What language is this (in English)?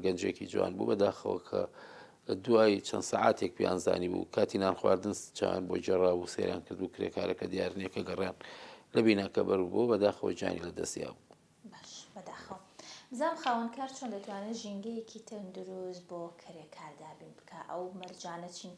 Central Kurdish